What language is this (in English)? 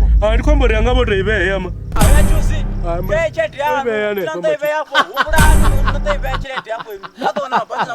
Venda